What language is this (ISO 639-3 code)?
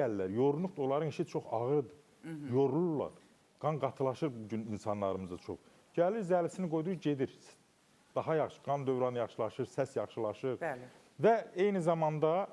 aze